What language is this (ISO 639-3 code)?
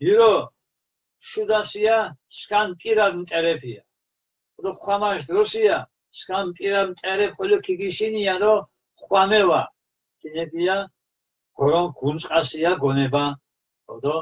xmf